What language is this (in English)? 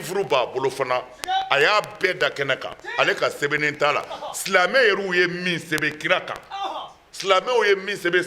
Bambara